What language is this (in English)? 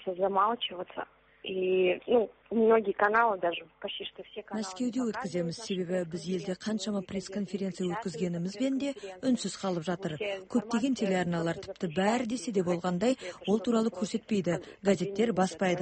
Kazakh